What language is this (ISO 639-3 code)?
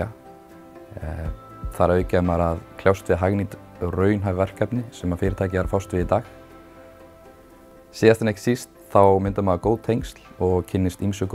isl